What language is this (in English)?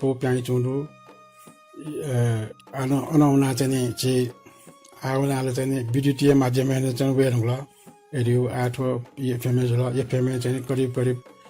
Newari